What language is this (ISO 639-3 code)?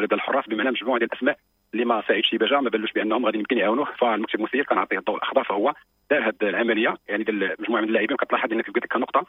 ary